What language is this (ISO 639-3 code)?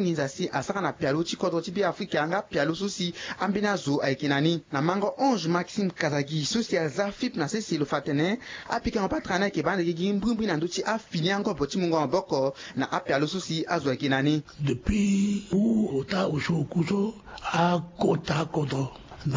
sag